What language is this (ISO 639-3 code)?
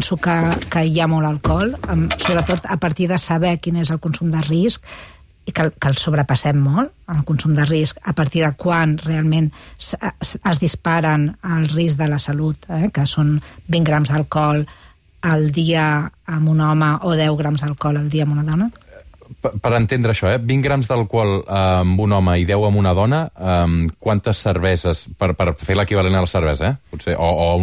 cat